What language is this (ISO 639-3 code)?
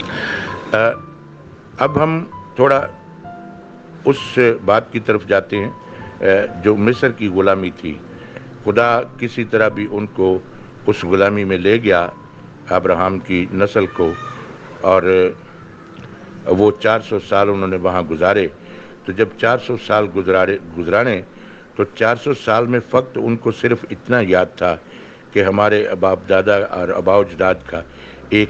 urd